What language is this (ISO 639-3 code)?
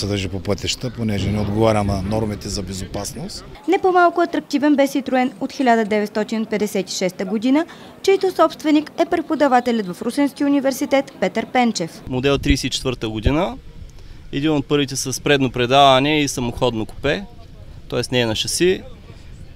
bul